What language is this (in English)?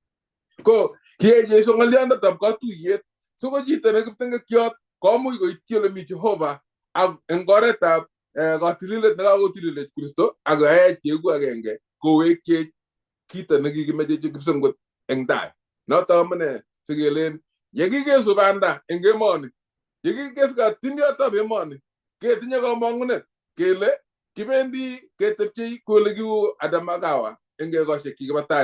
Kalenjin